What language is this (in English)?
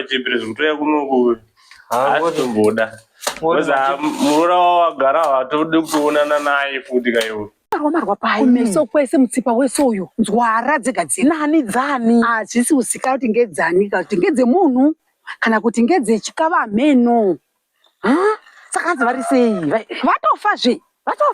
Shona